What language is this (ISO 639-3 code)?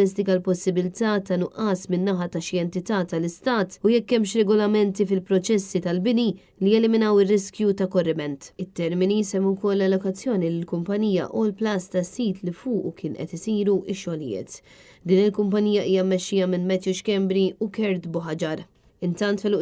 mlt